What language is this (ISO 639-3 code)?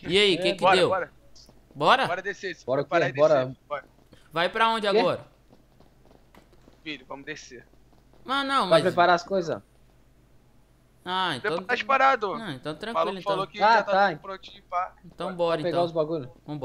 por